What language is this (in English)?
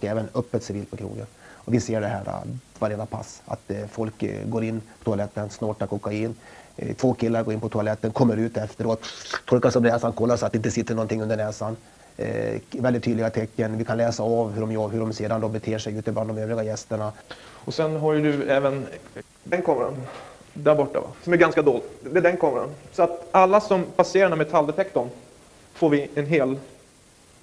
Swedish